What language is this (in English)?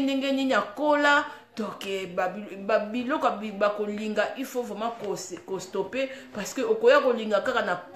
Lingala